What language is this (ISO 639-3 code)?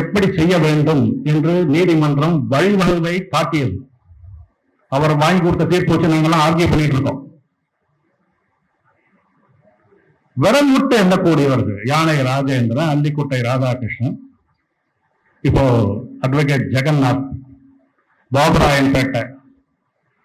tam